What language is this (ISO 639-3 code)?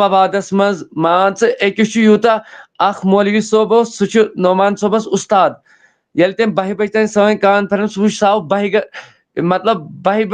kas